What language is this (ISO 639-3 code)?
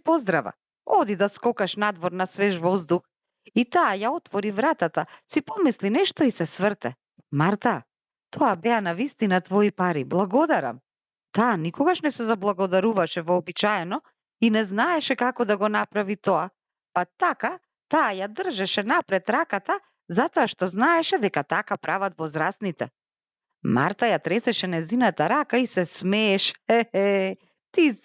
mkd